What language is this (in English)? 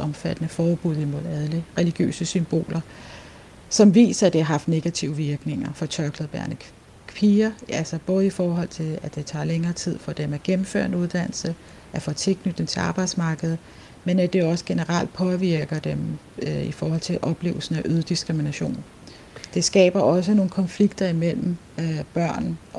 Danish